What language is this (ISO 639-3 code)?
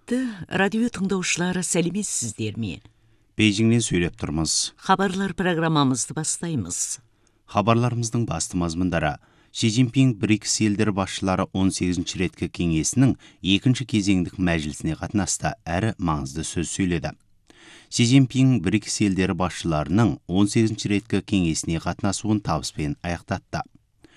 kaz